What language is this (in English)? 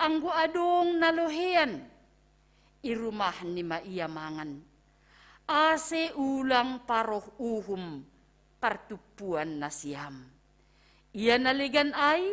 Batak Simalungun